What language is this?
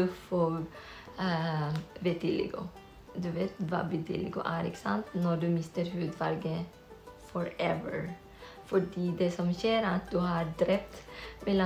Norwegian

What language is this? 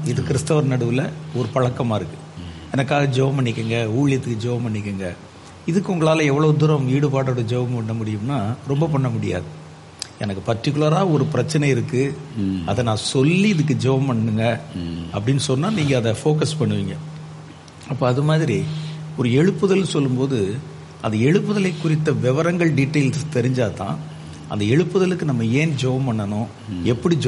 Tamil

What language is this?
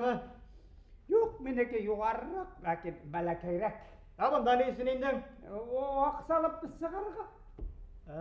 Bashkir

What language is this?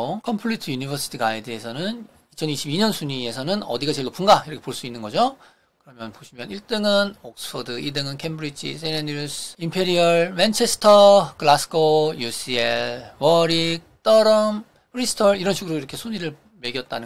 Korean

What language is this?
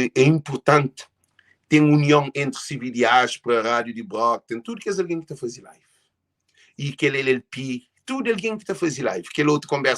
Kabuverdianu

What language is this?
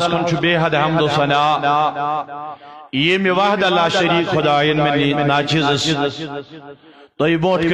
Kashmiri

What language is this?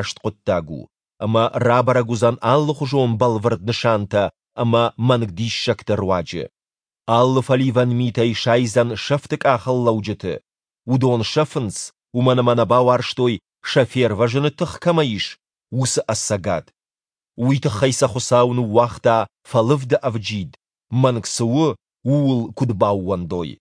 Ossetic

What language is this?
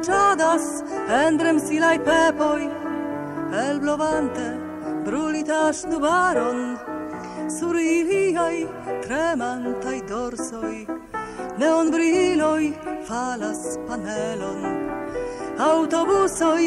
Esperanto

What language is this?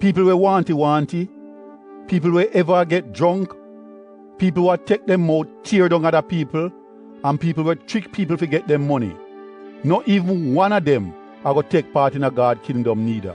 Jamaican Creole English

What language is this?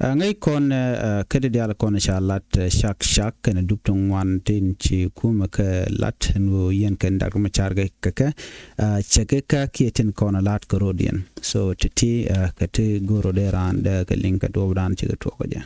Nuer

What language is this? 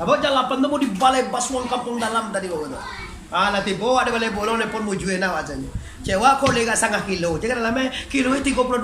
Minangkabau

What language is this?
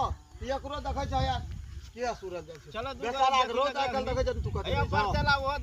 Maithili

